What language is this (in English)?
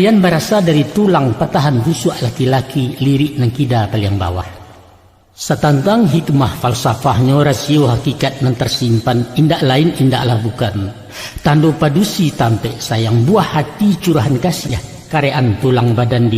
Minangkabau